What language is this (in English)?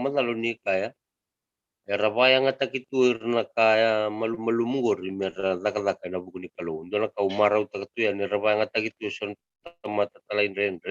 Fijian